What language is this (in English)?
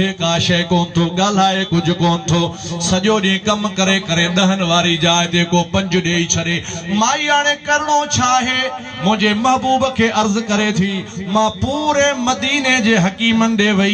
Sindhi